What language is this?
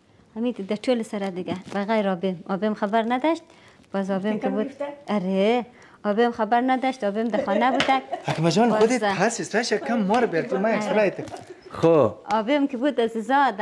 Persian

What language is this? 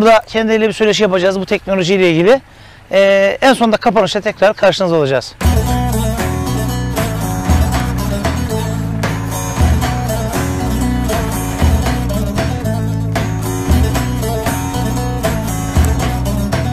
Turkish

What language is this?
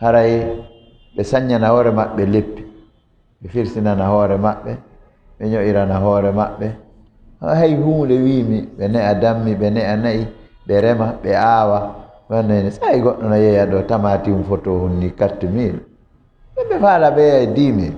Fula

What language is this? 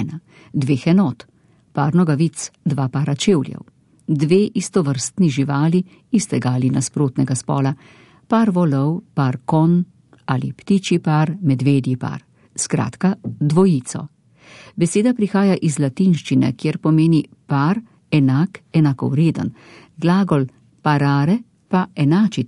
Slovenian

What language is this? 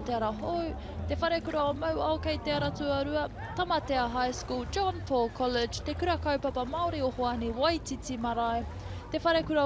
Māori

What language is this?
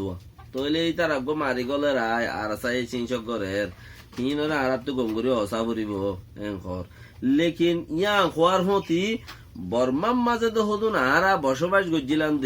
Rohingya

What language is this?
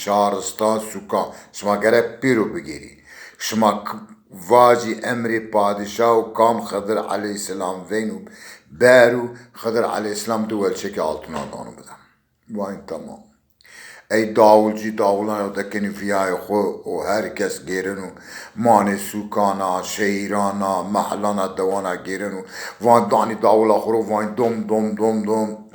Zaza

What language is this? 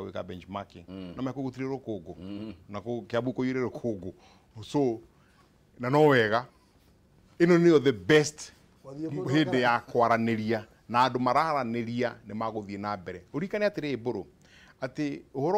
Kikuyu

